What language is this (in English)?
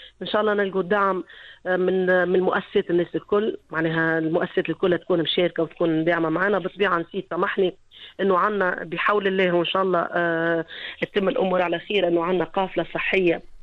Tunisian Arabic